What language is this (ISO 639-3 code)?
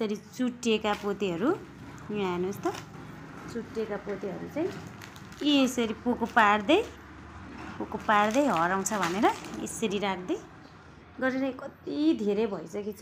nep